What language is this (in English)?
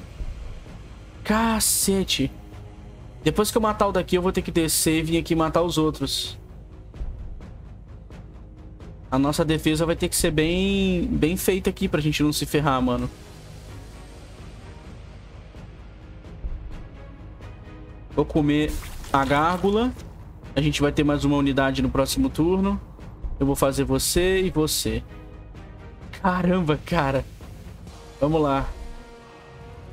Portuguese